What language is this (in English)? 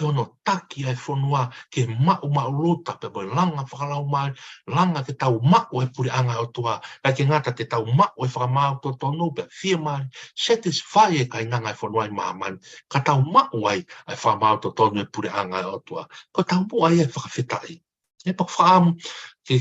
Tongan